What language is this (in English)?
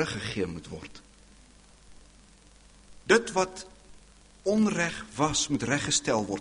Afrikaans